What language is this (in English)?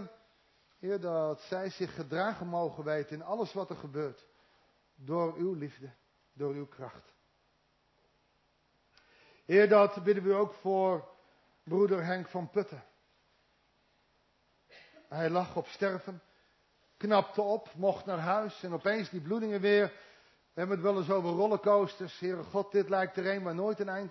Dutch